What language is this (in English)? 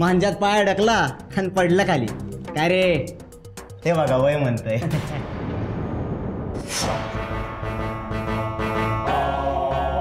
Marathi